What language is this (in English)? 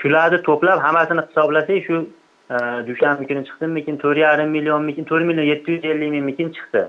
Uzbek